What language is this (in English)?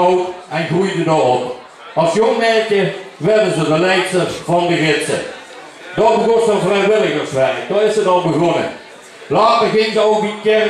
Limburgish